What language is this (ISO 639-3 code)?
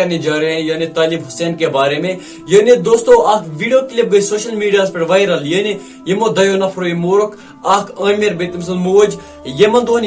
kas